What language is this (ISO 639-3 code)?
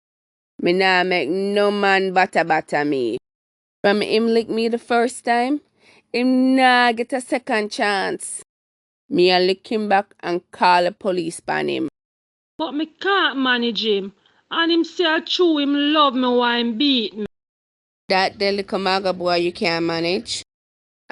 jam